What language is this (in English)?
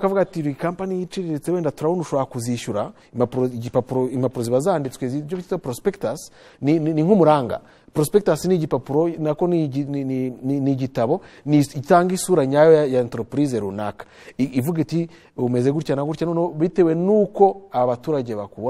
Kinyarwanda